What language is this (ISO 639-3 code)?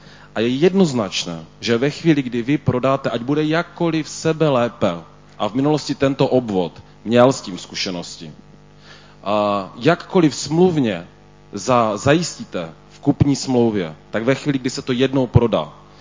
ces